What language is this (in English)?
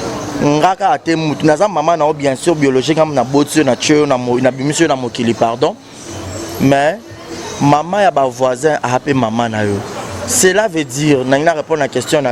Lingala